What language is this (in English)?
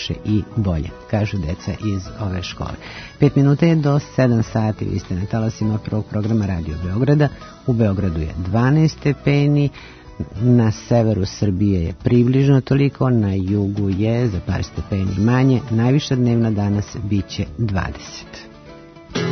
Serbian